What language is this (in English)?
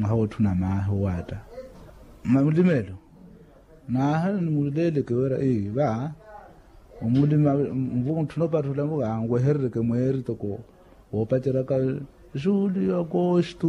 Makhuwa